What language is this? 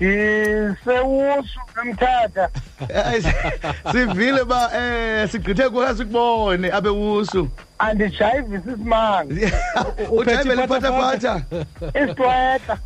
Xhosa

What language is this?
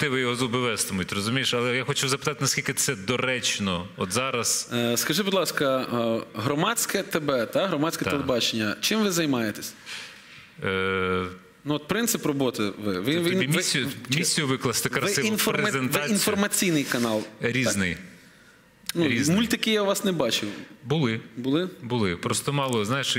Ukrainian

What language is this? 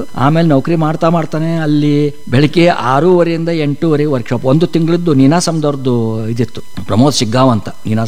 Kannada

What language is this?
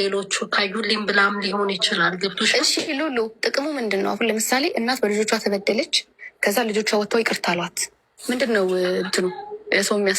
Amharic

